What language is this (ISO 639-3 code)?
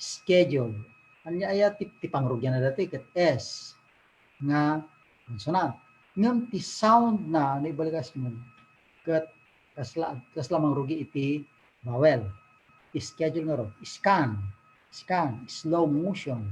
ilo